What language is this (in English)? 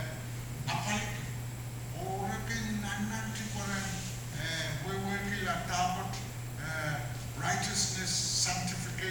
Pohnpeian